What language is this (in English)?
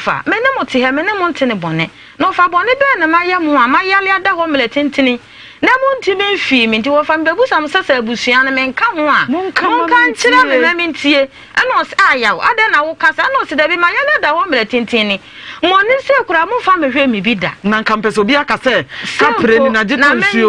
Akan